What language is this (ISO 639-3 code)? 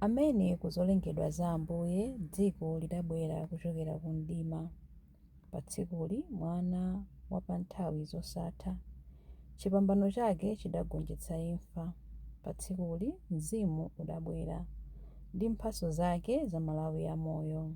nya